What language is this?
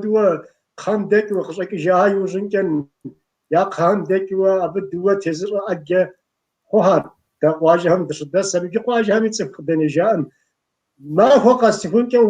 Kabardian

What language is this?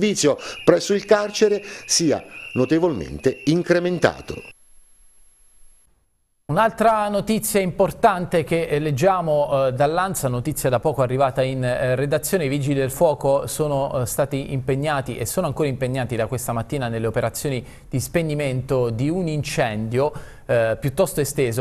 Italian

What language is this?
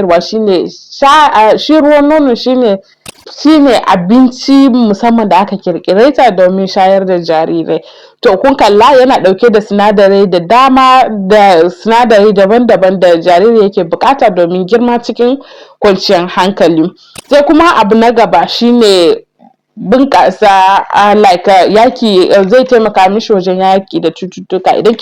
Hausa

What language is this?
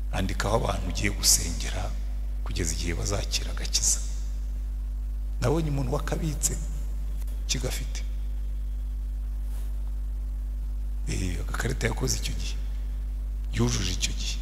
Kinyarwanda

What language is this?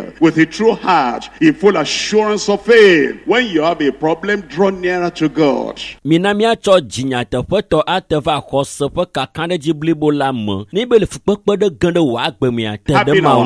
Ewe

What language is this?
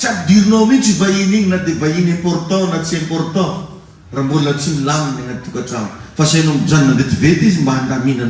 Malagasy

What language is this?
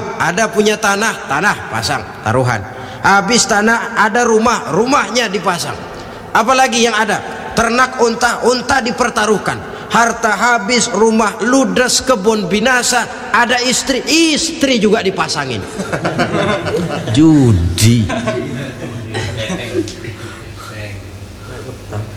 Indonesian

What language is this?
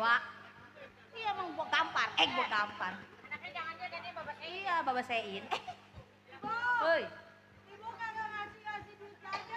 Betawi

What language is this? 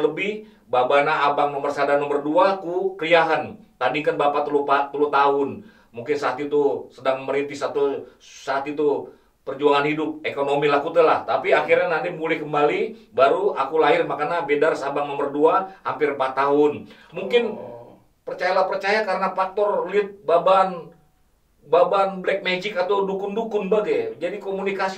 Batak Karo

